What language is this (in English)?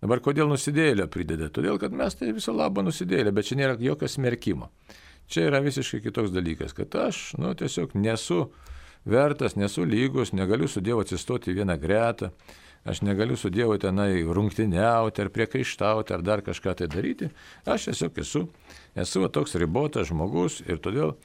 Lithuanian